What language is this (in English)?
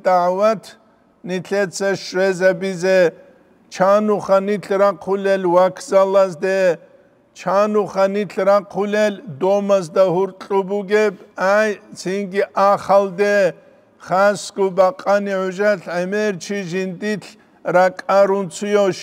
Avaric